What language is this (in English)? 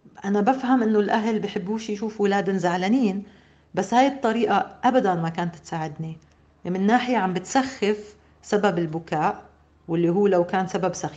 North Levantine Arabic